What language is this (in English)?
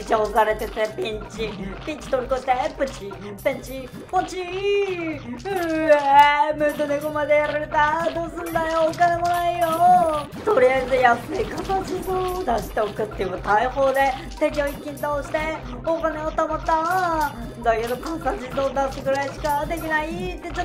Japanese